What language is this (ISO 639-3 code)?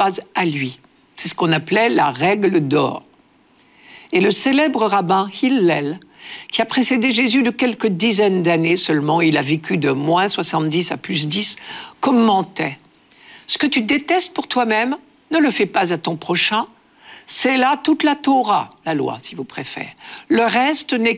fra